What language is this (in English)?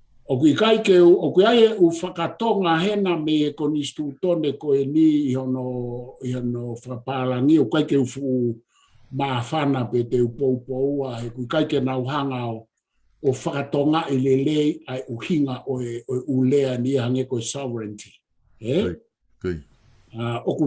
Tongan